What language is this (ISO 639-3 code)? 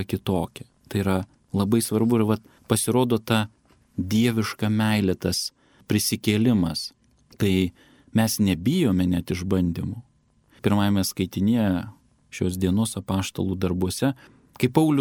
lit